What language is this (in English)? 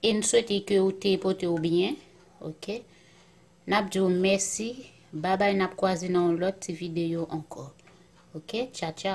Haitian Creole